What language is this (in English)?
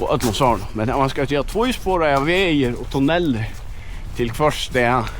Faroese